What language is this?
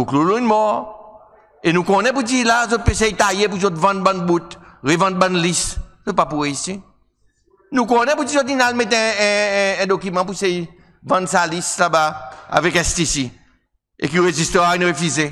Seselwa Creole French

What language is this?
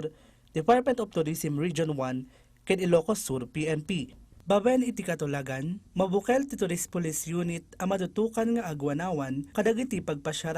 Iloko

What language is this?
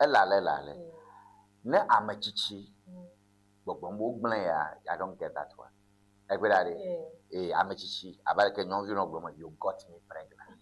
Ewe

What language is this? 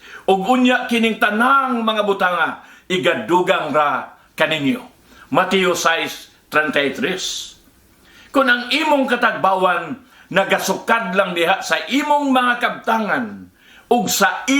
Cebuano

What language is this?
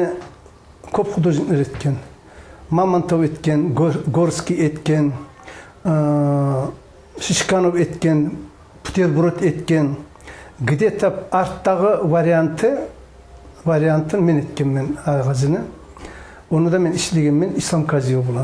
Kumyk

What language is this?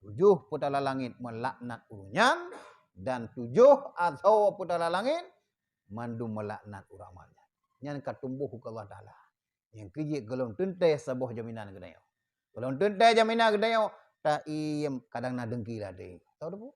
Achinese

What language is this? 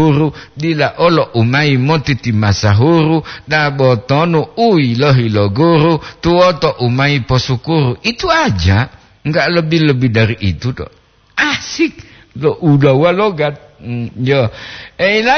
Gorontalo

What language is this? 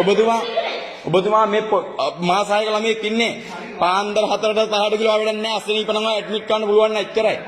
Sinhala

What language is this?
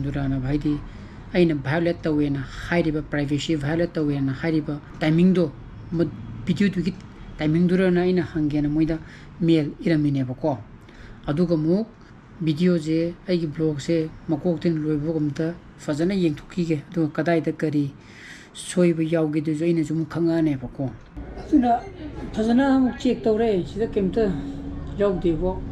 Manipuri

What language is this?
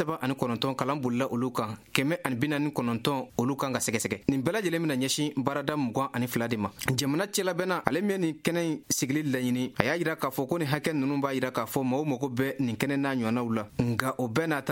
Bambara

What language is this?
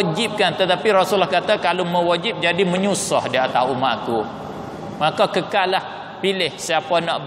Malay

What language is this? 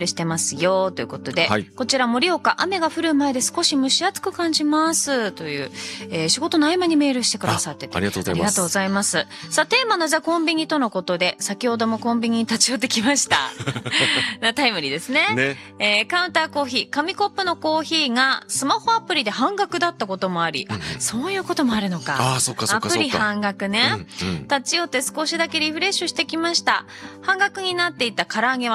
Japanese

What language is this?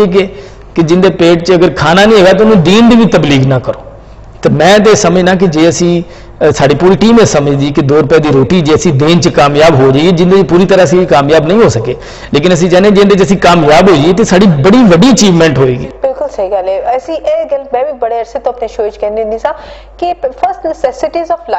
Punjabi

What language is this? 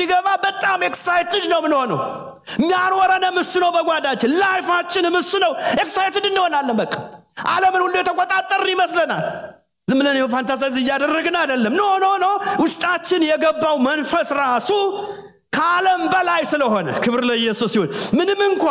Amharic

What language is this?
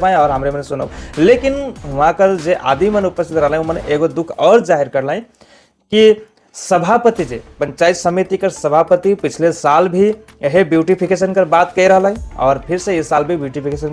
Sadri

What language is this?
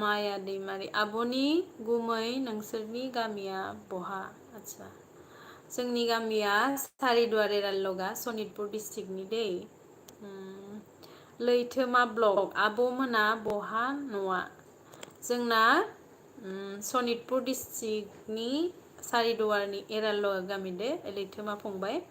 Bodo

